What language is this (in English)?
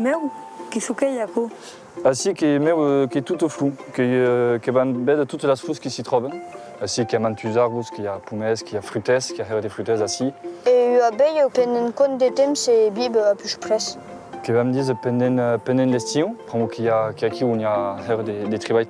Occitan